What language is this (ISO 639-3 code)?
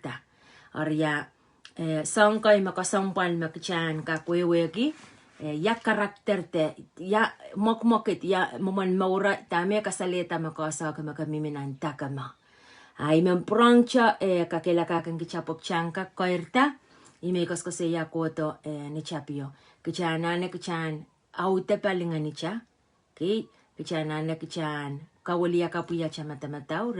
pon